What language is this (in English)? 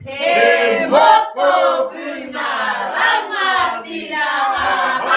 Māori